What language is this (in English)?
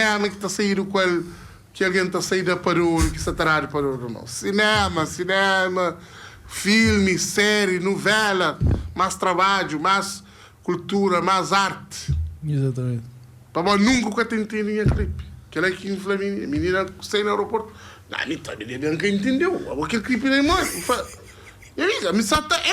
Kabuverdianu